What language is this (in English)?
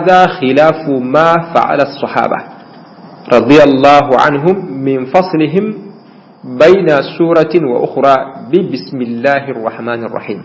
Bambara